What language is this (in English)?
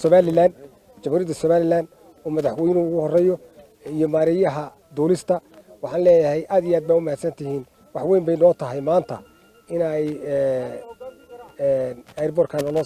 Somali